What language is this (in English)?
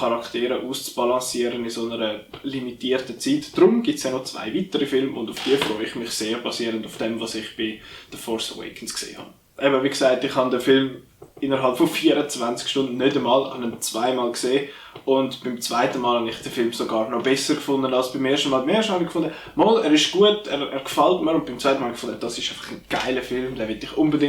Swiss German